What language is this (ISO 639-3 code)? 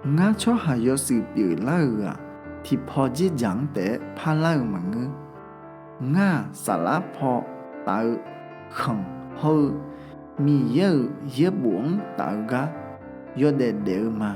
ahk